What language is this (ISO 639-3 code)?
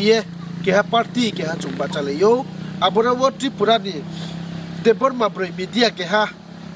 ria